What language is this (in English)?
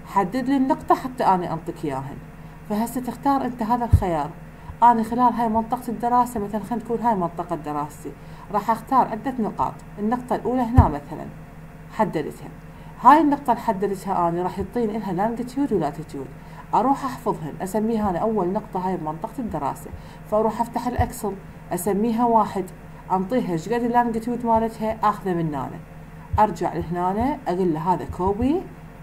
Mesopotamian Arabic